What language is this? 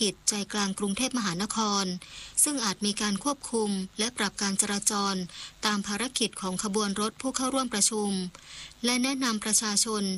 Thai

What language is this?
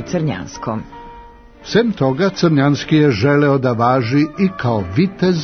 Serbian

